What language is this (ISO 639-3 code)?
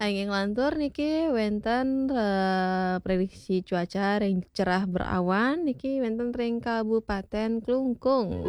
ban